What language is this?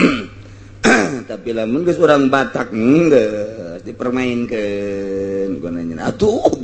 Sundanese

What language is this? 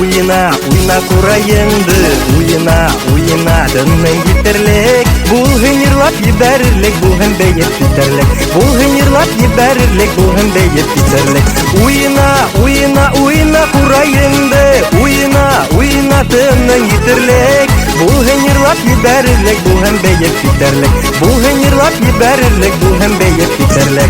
Bashkir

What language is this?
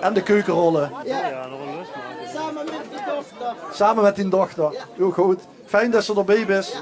Limburgish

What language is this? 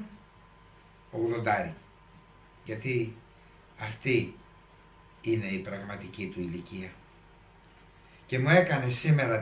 Greek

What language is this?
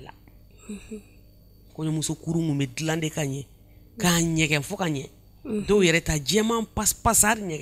Bambara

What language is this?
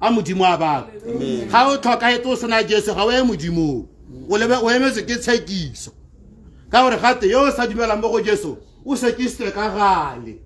Tswana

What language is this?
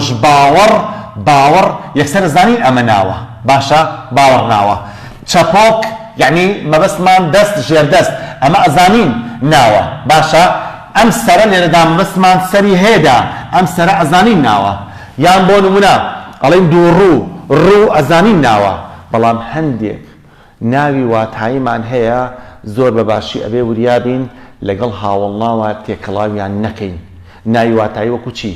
Central Kurdish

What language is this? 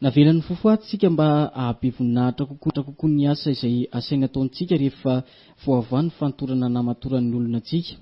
Malagasy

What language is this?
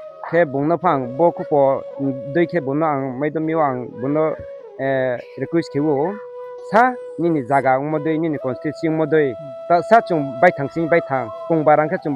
Riang (India)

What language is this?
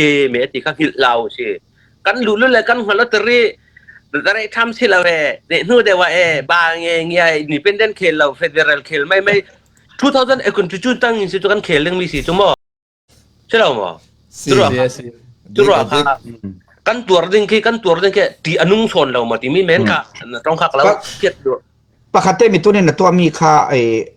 Falam Chin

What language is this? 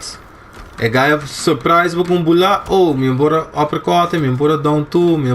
Papiamento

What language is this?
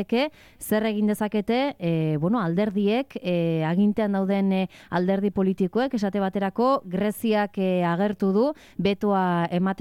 Basque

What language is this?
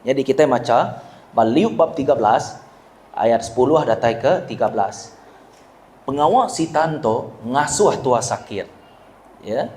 Iban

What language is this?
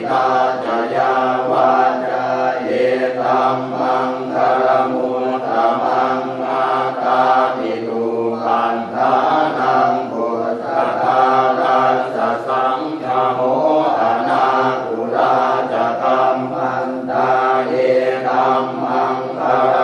Pali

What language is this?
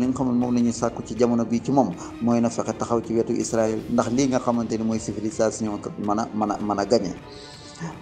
Wolof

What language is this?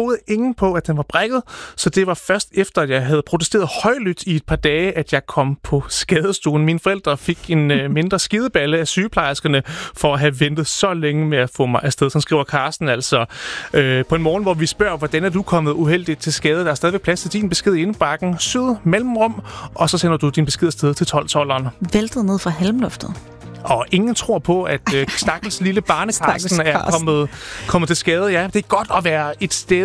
Danish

